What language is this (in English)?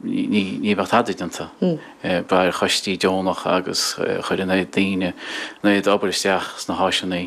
Irish